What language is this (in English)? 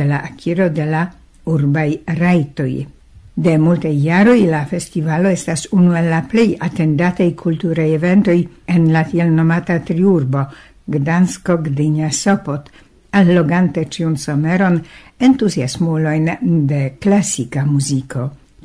Esperanto